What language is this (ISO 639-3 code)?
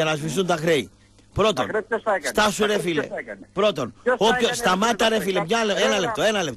ell